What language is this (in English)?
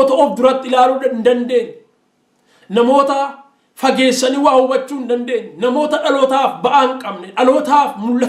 Oromo